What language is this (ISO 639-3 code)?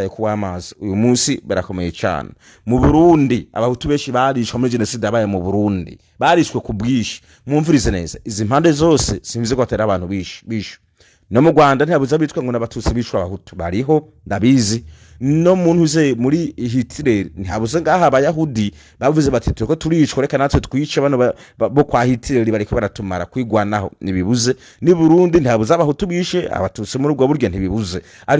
run